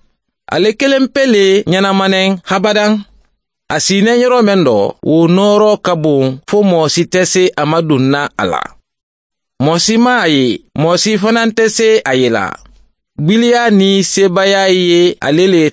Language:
Mandingo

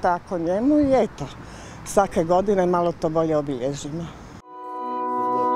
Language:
Croatian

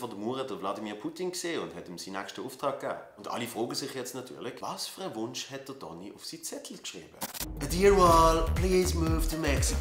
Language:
Swiss German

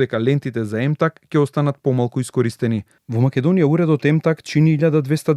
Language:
Macedonian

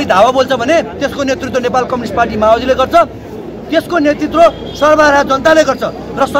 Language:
Nepali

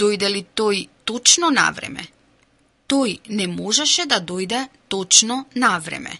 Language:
Macedonian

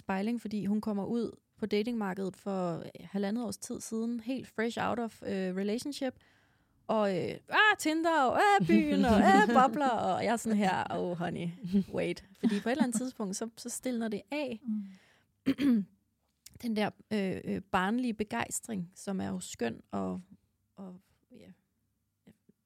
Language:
Danish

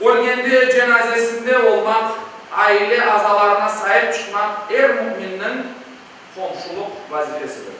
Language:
Crimean Tatar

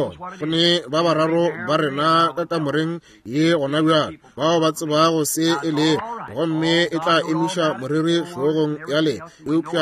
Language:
Northern Sotho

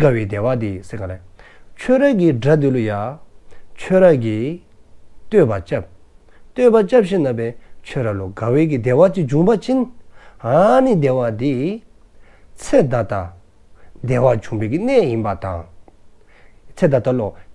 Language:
Dzongkha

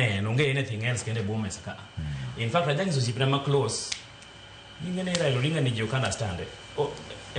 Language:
Luo (Kenya and Tanzania)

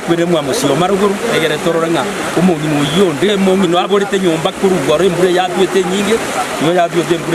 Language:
Gusii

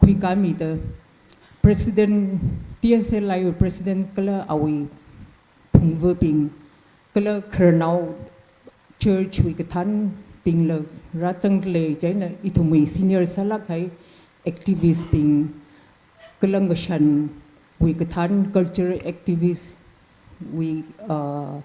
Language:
Tangkhul Naga (India)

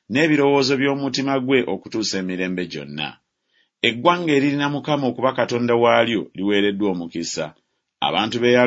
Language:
Ganda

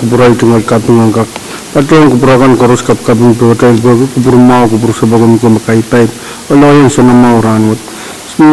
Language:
Pohnpeian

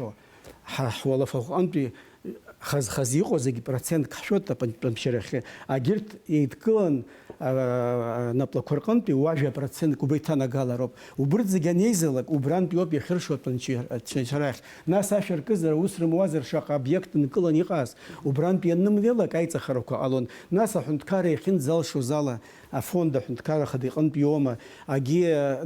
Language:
Abkhazian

